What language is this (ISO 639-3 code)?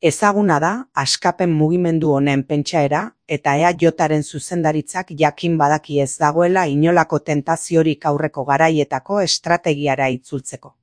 eus